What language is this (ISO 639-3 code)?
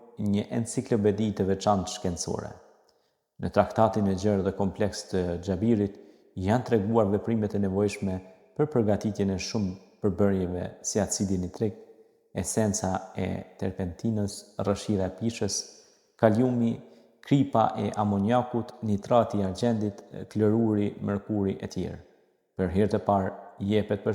sqi